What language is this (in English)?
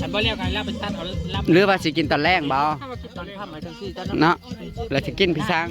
Northeastern Thai